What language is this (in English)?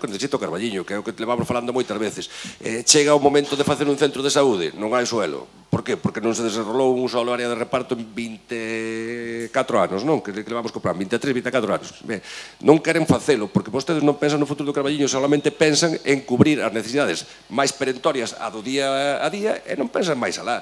Galician